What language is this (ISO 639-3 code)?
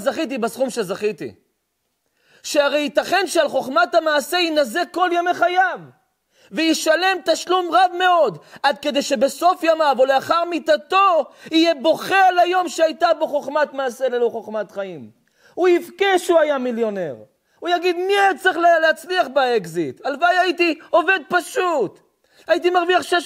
heb